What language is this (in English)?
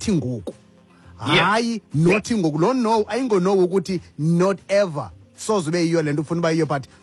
Xhosa